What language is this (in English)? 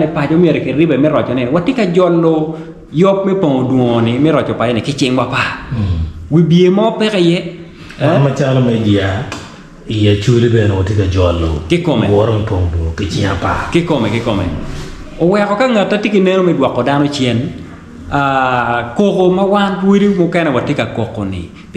Acoli